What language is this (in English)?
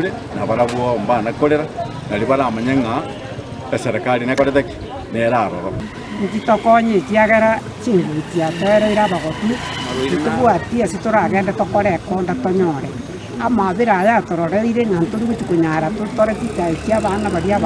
Gusii